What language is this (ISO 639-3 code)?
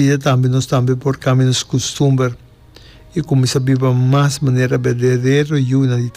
pap